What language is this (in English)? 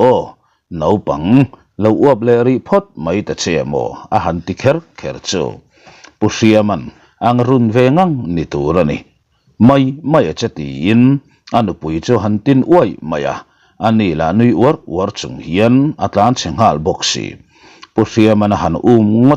Mizo